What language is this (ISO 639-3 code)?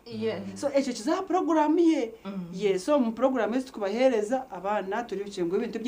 nyn